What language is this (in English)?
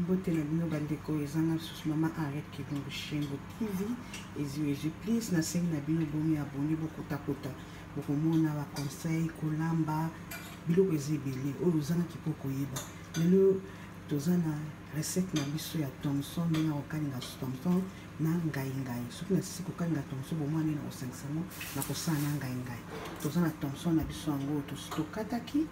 Lingala